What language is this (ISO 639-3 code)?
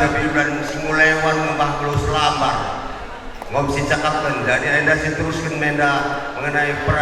btx